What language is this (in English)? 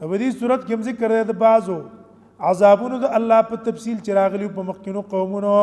Pashto